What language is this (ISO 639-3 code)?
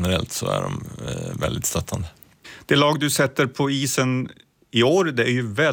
swe